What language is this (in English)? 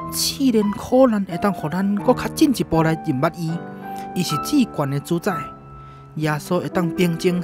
Min Nan Chinese